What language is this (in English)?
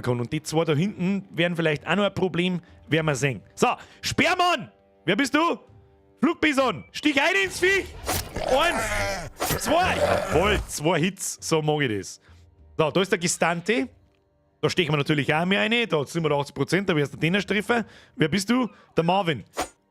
Bavarian